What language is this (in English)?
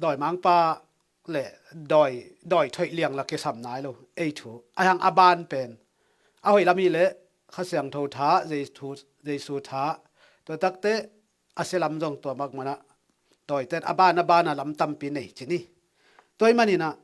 Tedim Chin